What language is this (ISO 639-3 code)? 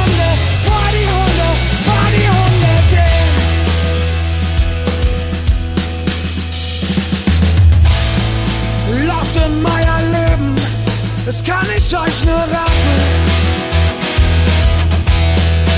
deu